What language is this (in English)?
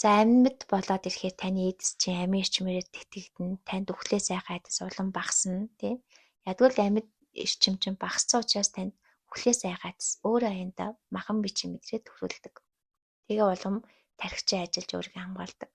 Mongolian